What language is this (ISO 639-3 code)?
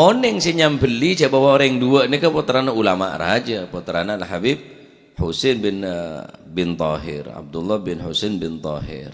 mad